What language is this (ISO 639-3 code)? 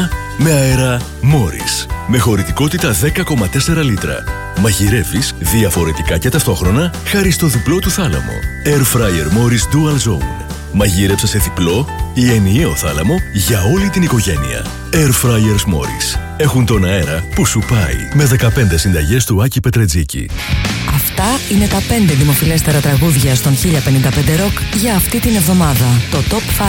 ell